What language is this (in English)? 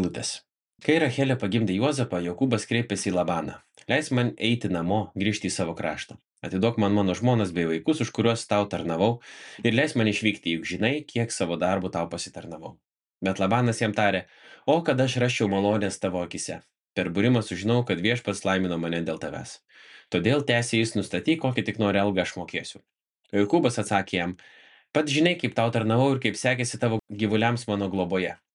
Lithuanian